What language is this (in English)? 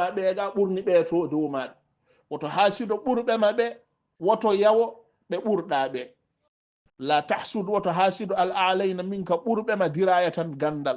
Fula